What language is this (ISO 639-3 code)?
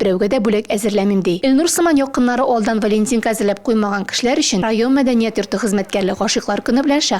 tat